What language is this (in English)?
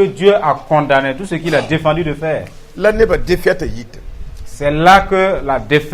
Mossi